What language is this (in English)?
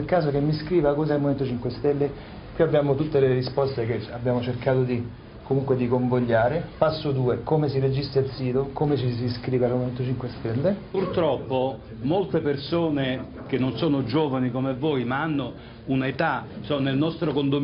Italian